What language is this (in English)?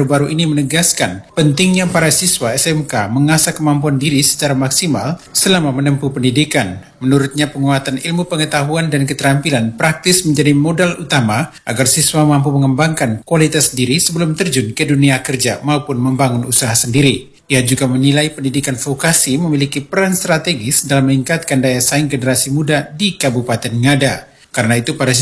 Indonesian